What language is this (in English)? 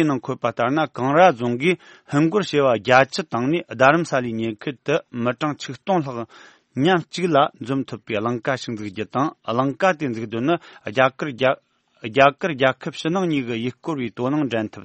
Tibetan